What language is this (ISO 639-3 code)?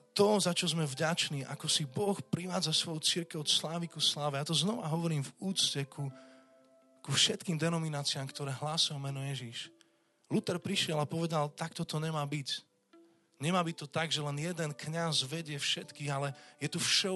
slk